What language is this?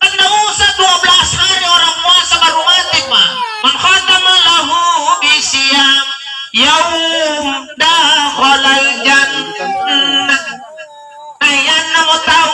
Makasar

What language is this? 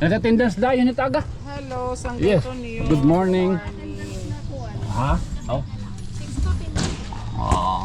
Waray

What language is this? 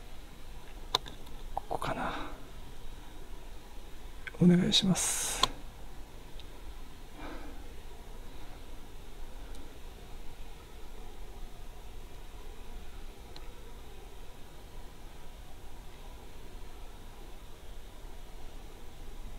Japanese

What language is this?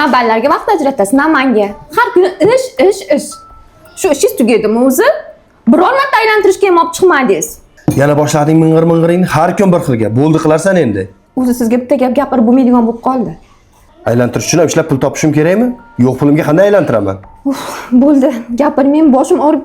Uzbek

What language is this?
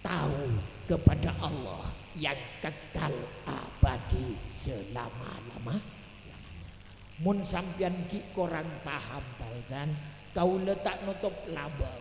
Madurese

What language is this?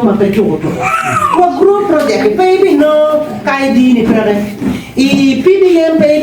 Acoli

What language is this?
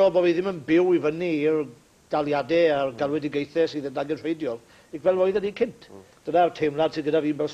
Welsh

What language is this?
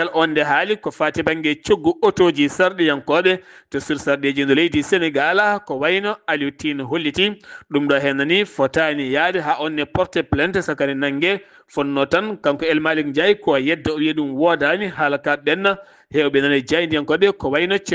Fula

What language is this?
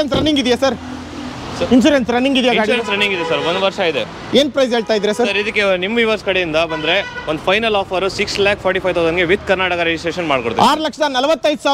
Kannada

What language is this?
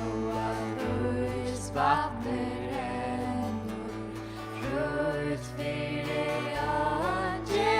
Faroese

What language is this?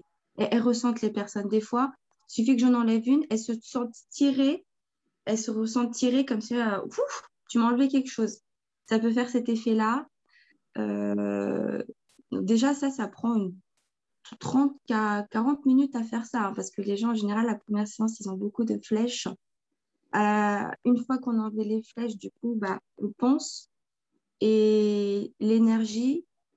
French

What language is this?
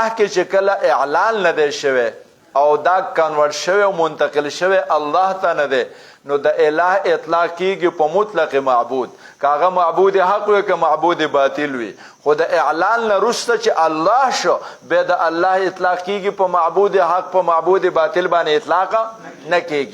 Pashto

